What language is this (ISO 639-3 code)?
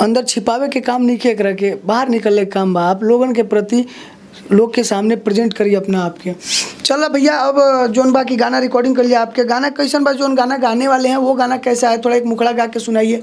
bho